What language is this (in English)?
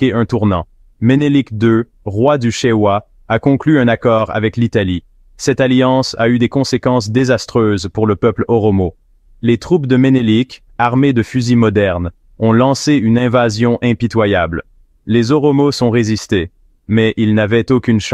French